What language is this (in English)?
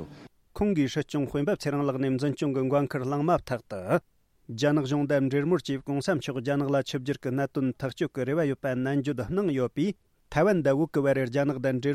Tibetan